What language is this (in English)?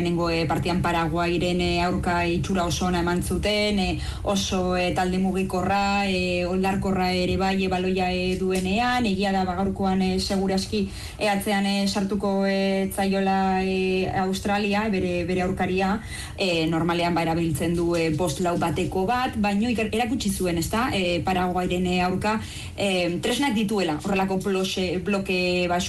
Basque